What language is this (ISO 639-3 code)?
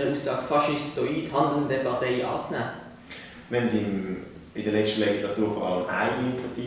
gsw